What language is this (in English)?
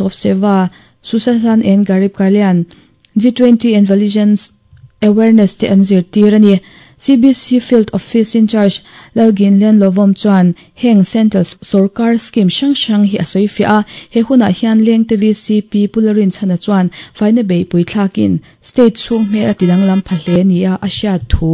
Mizo